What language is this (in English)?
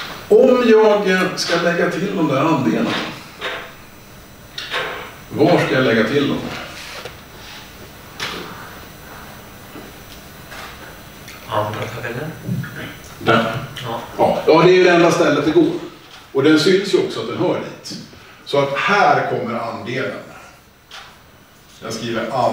Swedish